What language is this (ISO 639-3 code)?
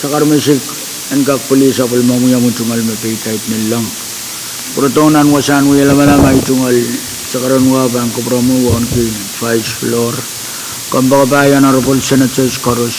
pon